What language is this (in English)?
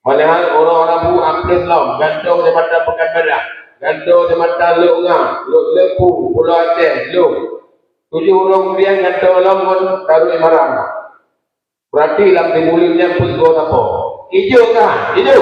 Achinese